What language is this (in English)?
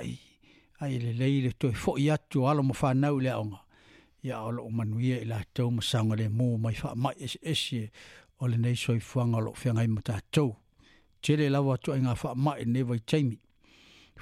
Samoan